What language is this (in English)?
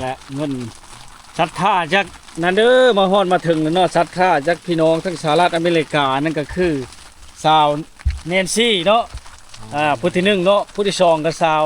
Lao